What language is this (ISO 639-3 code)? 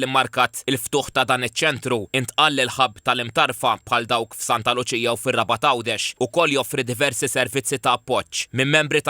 mlt